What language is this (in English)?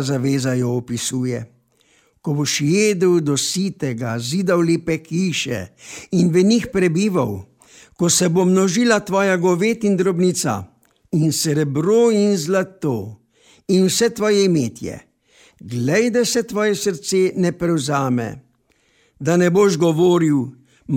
Slovenian